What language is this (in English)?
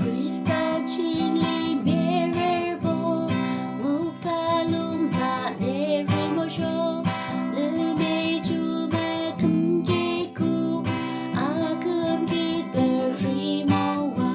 Naga Pidgin